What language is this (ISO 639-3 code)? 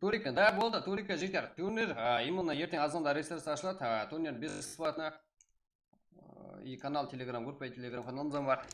kaa